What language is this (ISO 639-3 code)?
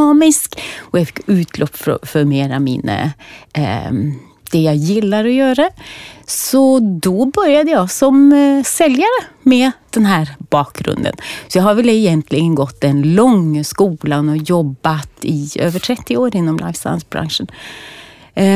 swe